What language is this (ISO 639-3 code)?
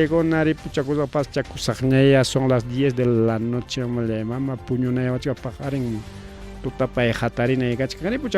quy